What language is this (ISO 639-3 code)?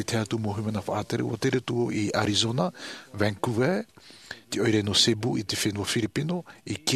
tah